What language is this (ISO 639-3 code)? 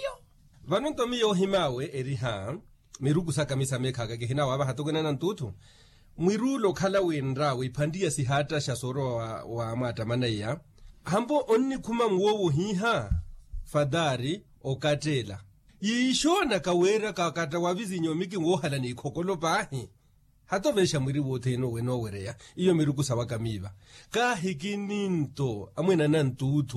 vmw